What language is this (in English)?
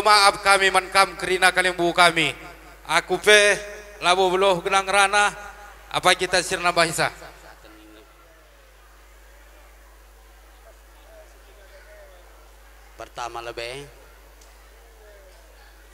Batak Karo